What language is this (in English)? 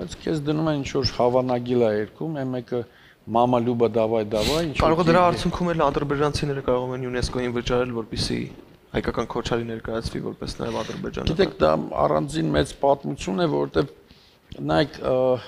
Armenian